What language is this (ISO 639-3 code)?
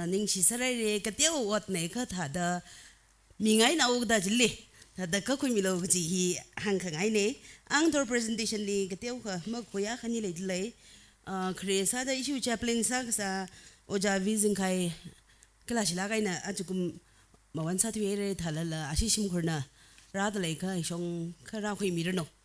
nmf